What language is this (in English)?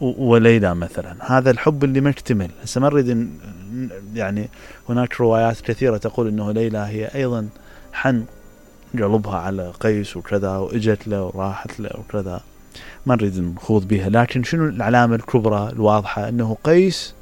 Mesopotamian Arabic